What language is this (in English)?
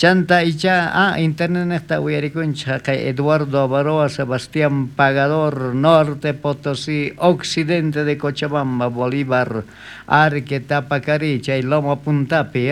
South Bolivian Quechua